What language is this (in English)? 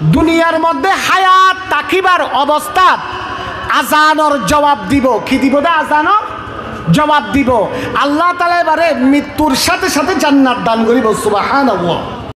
Rohingya